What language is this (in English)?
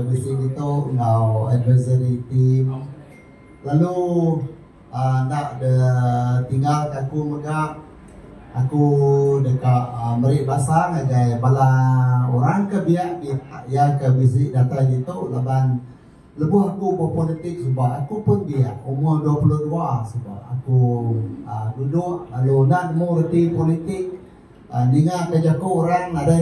Iban